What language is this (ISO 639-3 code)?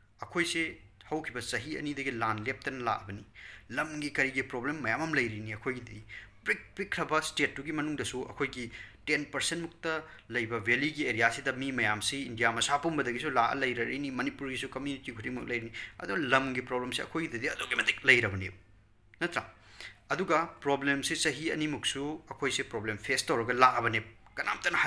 mni